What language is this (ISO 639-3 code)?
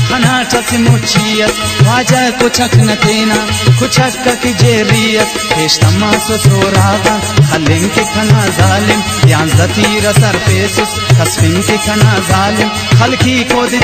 brh